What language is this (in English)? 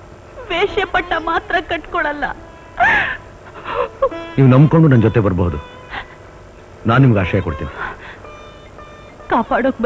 Kannada